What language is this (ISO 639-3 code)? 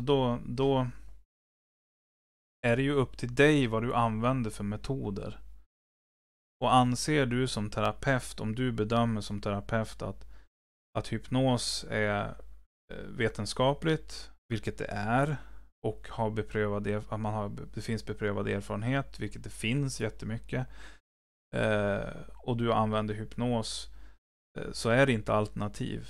swe